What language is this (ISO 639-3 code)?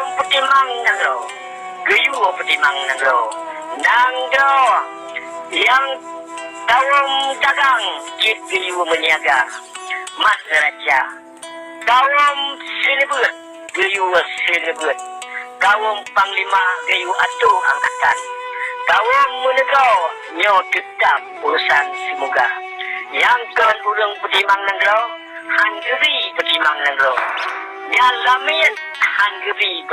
ace